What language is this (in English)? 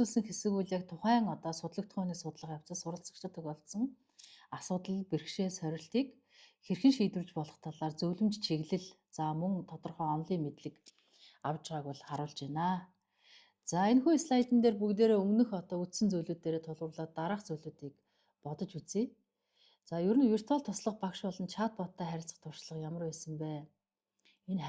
Mongolian